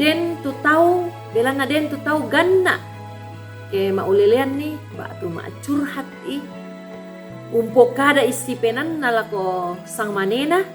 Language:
Toraja-Sa'dan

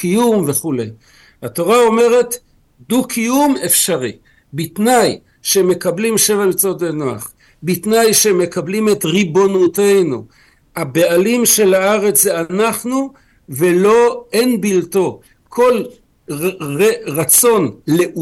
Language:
Hebrew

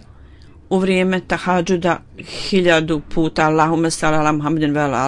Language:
Bosnian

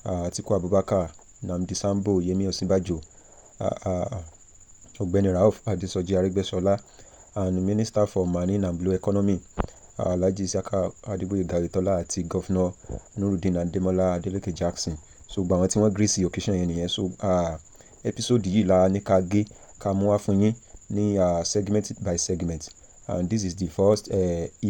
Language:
Yoruba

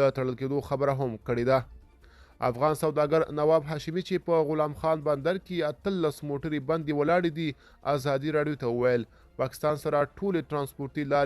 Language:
Pashto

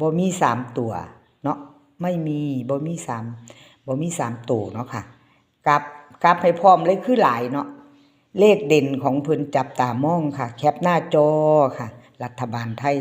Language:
Northeastern Thai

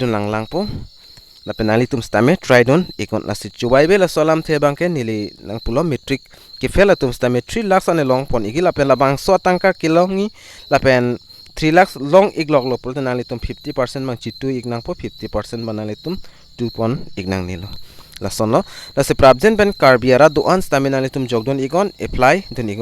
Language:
Karbi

